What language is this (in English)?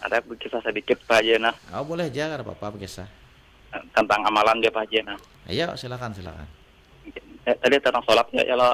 Banjar